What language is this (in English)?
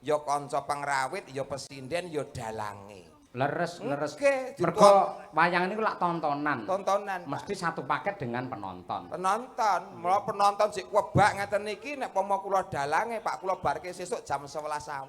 Javanese